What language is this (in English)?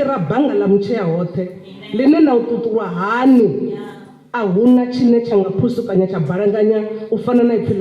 Venda